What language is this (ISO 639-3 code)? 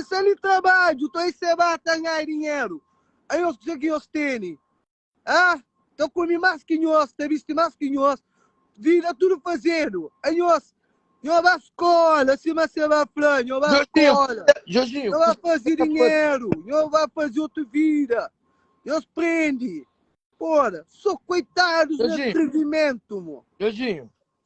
kea